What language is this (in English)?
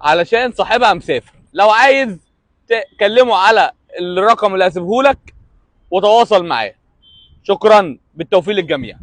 Egyptian Arabic